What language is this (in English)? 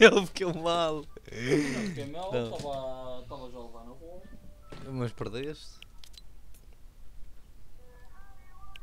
Portuguese